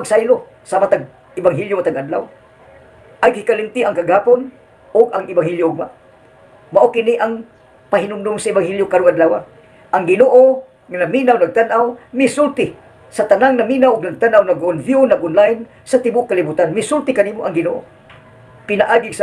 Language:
Cebuano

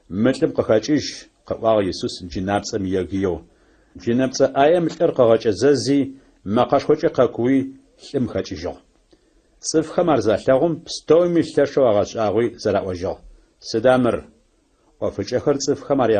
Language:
Adyghe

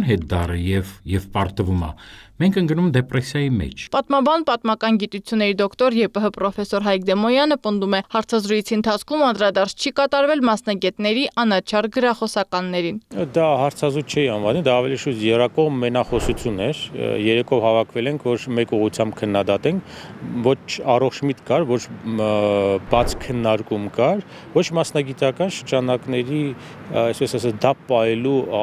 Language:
Armenian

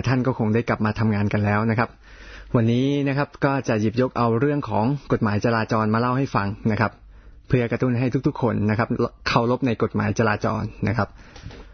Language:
Thai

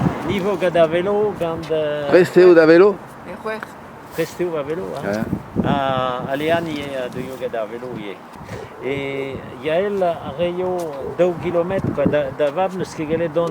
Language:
Breton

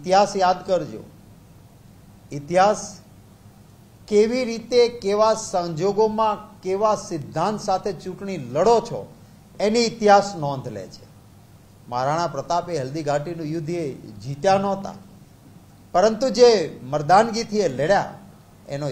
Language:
Gujarati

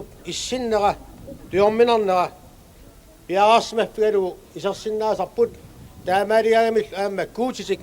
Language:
Kalaallisut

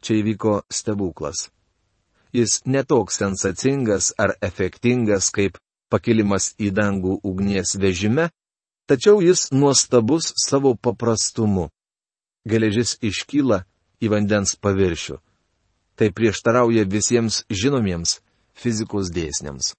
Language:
Lithuanian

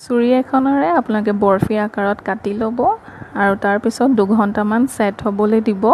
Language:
Assamese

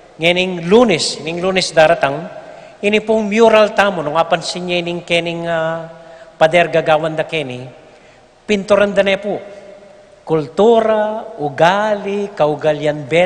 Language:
Pampanga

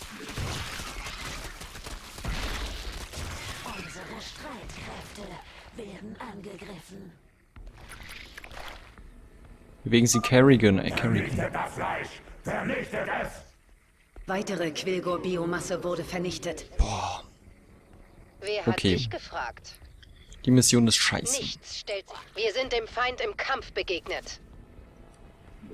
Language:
German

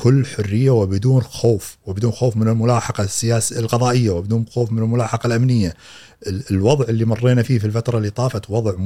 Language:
Gulf Arabic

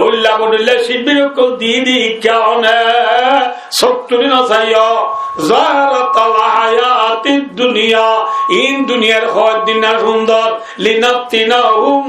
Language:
Rohingya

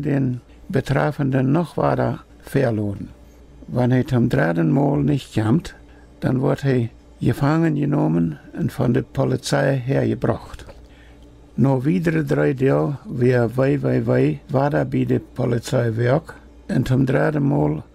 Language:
Plautdietsch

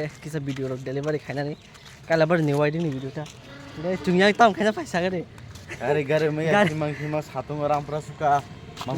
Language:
Kok Borok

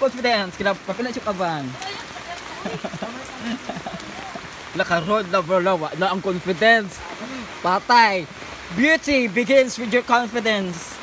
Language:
Cebuano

